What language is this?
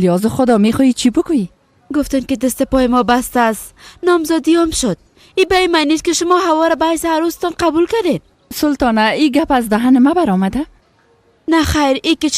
Persian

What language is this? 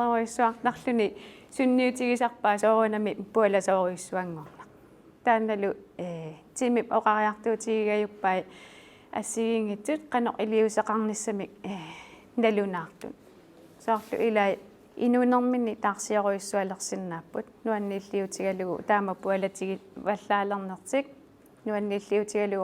Kalaallisut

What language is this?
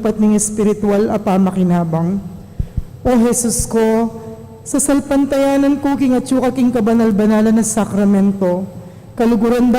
Pampanga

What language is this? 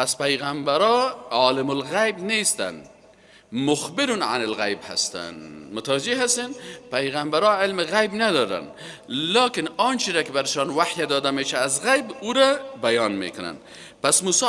Persian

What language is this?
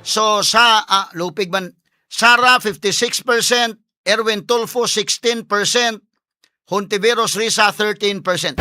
Cebuano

